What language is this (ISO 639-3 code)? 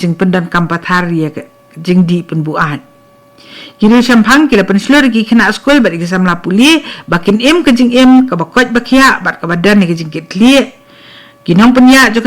kha